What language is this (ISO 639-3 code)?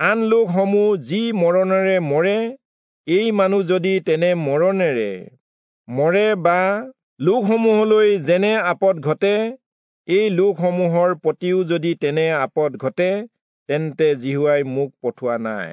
asm